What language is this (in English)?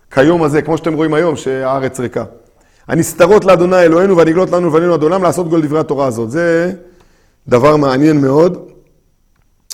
Hebrew